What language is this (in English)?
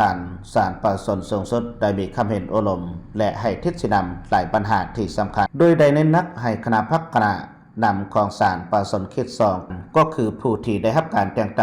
Lao